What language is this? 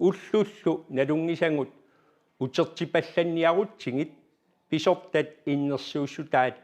Kalaallisut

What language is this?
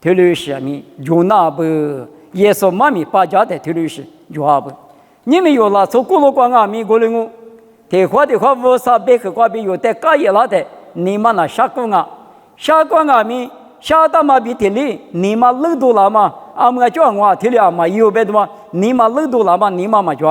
Lisu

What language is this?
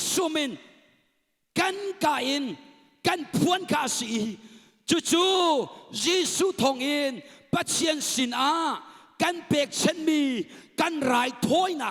Hakha Chin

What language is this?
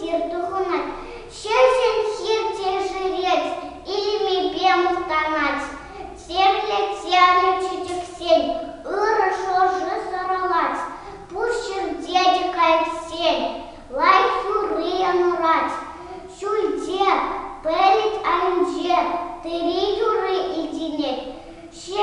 Chuvash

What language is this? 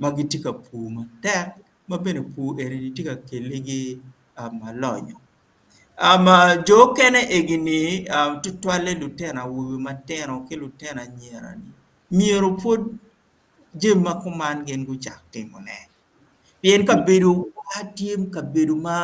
Acoli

